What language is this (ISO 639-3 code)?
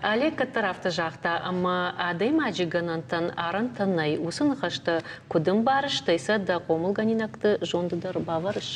oss